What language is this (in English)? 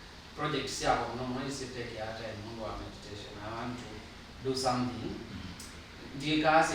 Kamba